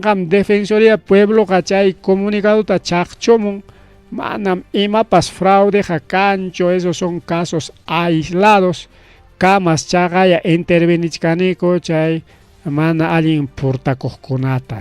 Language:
Ayacucho Quechua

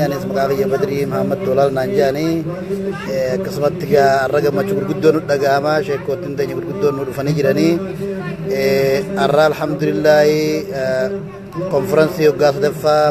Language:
Oromo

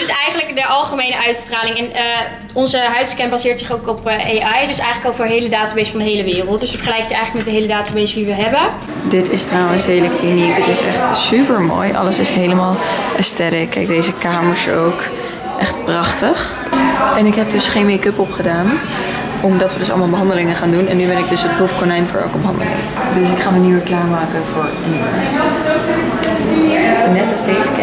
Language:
Dutch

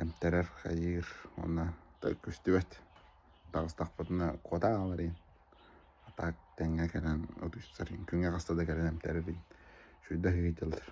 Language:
Yakut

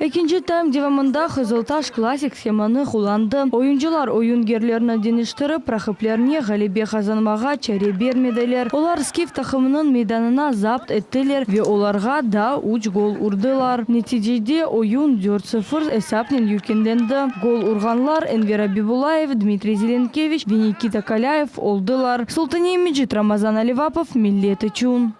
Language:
Crimean Tatar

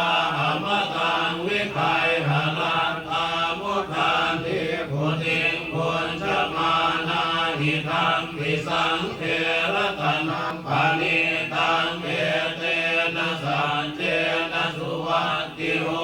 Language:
Pali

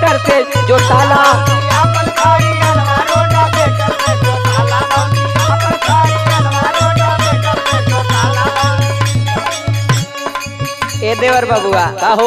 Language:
Bhojpuri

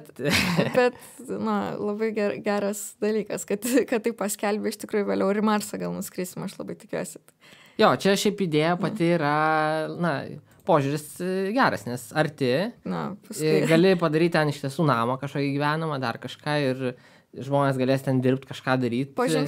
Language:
Lithuanian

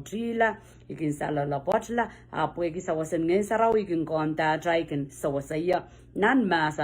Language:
Pohnpeian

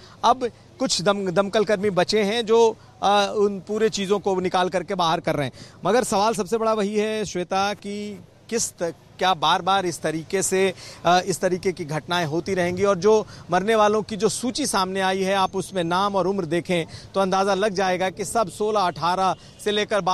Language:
Hindi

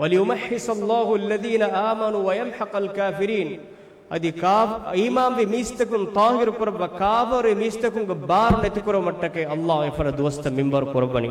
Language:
Divehi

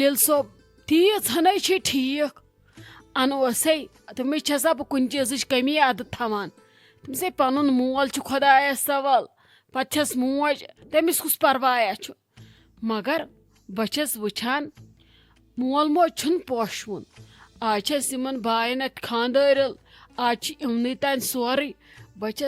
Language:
Kashmiri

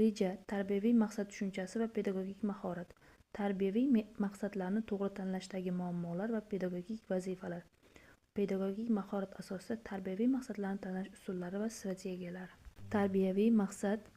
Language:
Uzbek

